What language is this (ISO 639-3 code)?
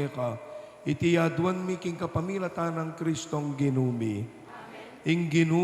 pam